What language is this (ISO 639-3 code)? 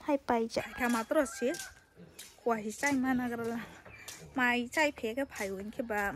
trp